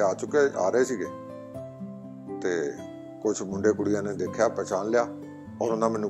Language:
Punjabi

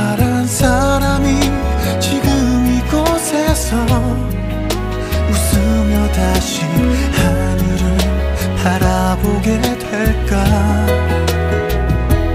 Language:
Korean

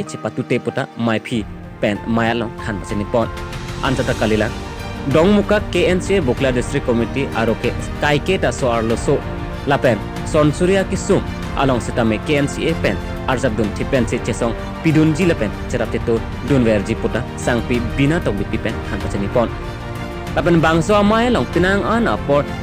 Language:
Karbi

